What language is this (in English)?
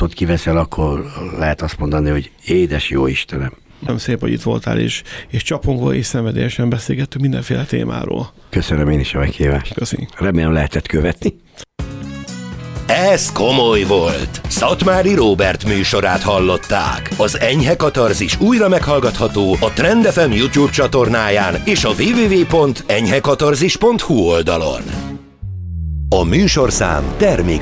Hungarian